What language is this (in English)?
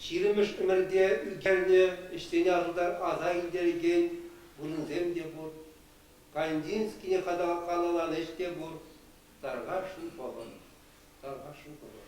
Chuvash